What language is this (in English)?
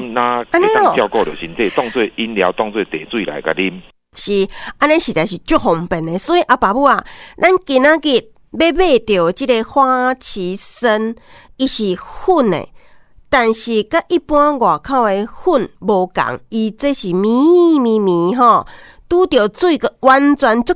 Min Nan Chinese